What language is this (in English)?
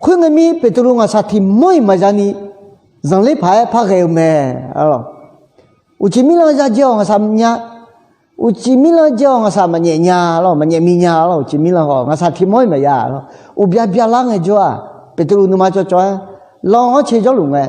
Akha